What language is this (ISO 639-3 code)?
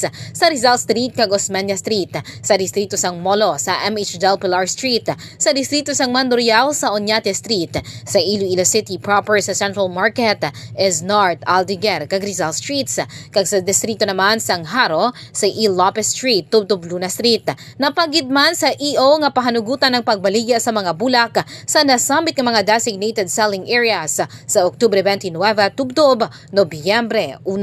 hil